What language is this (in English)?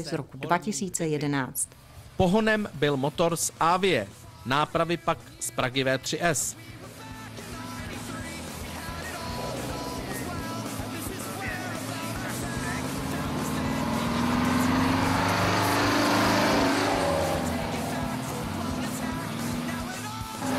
Czech